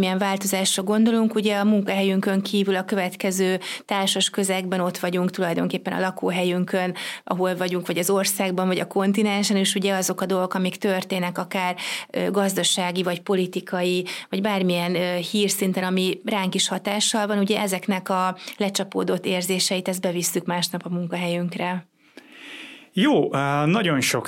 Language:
Hungarian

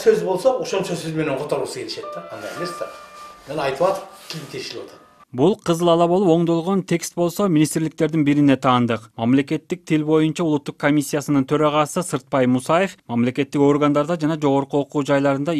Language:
Kyrgyz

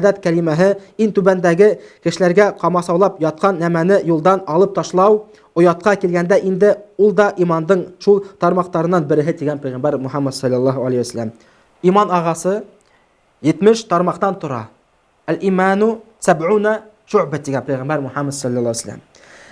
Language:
Bashkir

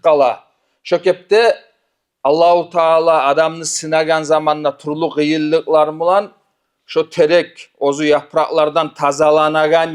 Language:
Kumyk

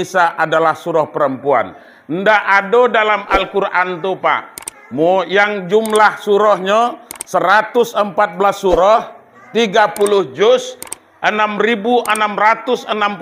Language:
Minangkabau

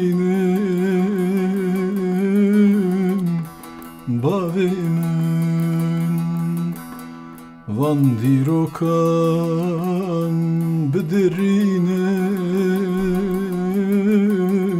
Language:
Kurdish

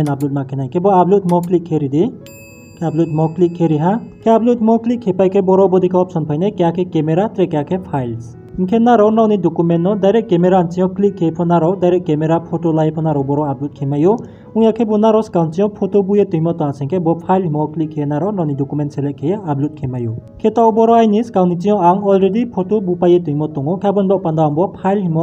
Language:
Riang (India)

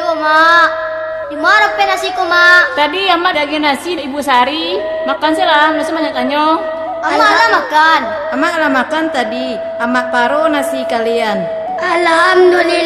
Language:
Minangkabau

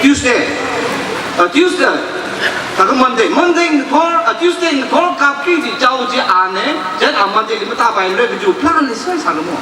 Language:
Tangkhul Naga (India)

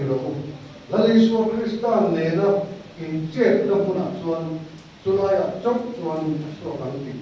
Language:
Mizo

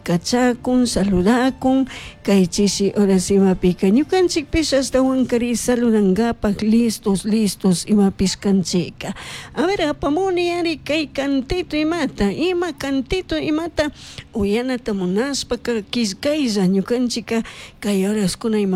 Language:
Chimborazo Highland Quichua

